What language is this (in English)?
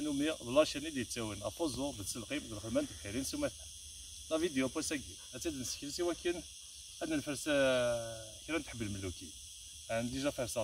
Kabyle